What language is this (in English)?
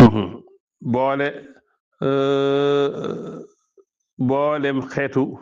Wolof